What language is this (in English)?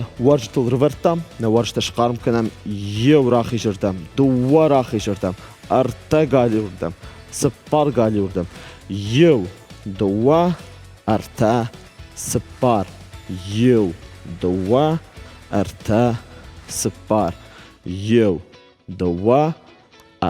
Ossetic